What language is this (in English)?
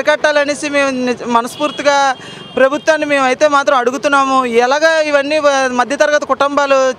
Telugu